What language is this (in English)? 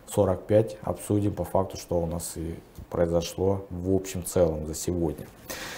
Russian